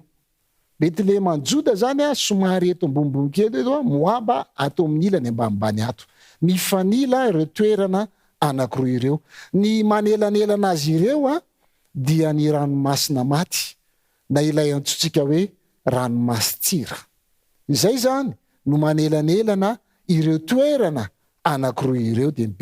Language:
Malagasy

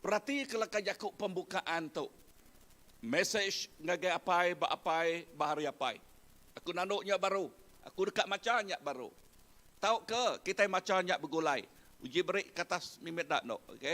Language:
Iban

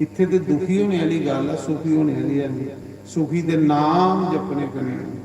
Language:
Dogri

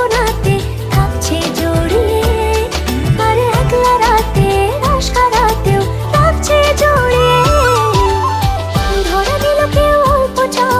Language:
Bangla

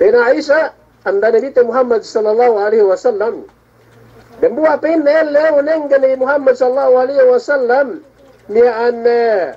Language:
Yakan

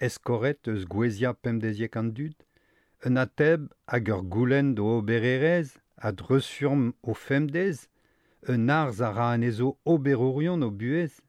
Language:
Breton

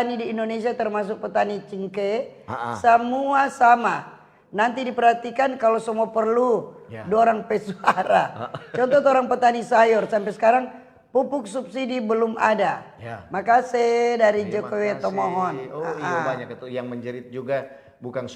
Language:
Manado Malay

